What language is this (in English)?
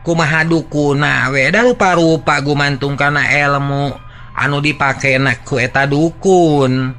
Sundanese